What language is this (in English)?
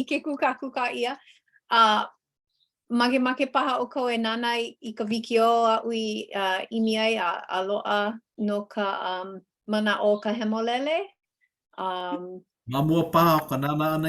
Hawaiian